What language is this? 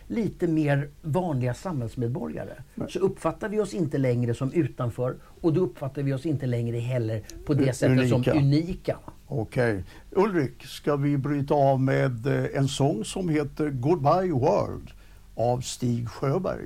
Swedish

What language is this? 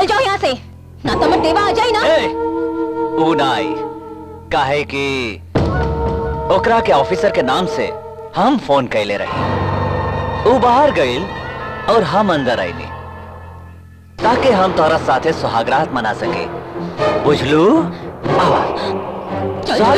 Bhojpuri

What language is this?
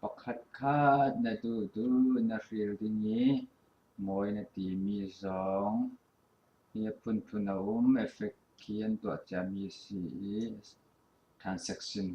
Falam Chin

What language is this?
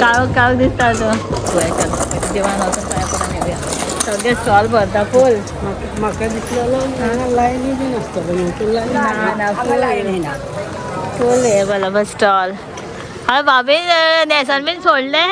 Konkani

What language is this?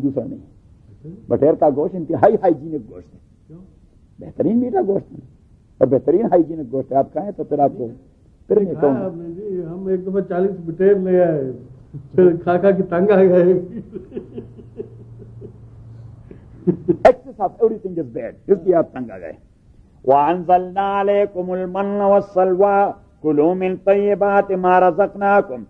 Urdu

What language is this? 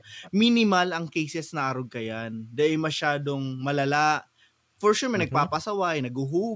Bikol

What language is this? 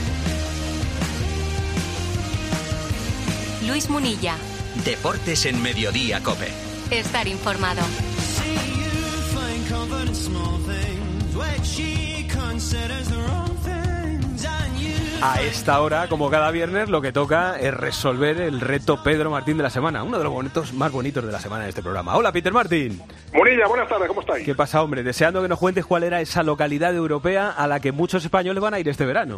Spanish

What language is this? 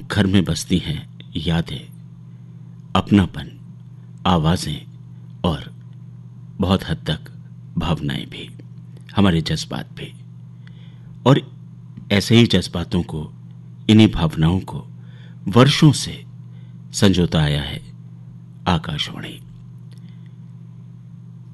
Hindi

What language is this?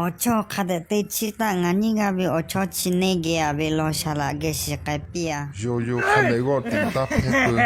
Lahu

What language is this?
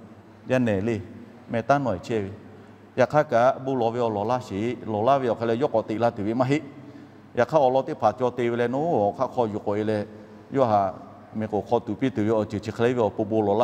Lahu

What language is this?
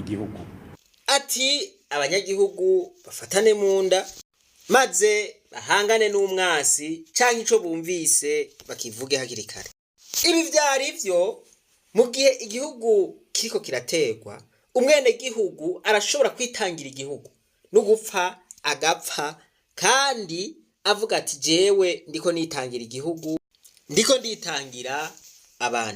Rundi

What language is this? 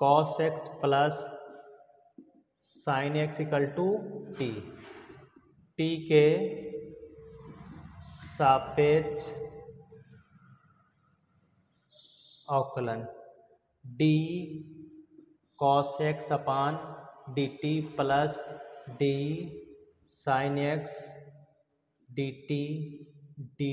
Hindi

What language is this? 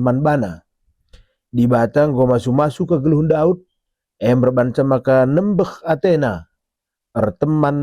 Batak Karo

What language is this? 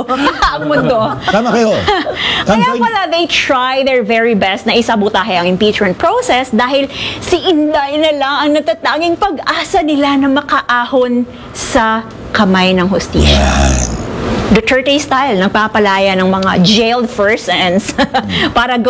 Filipino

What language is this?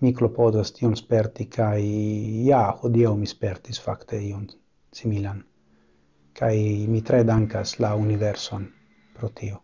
Esperanto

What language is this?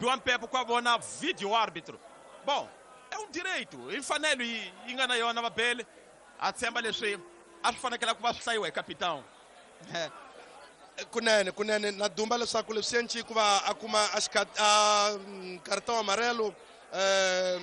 Tsonga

